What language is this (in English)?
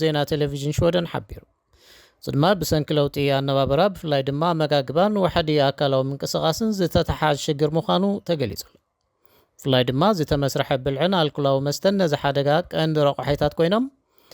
Tigrinya